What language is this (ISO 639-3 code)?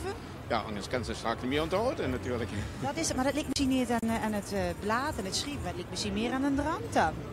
lim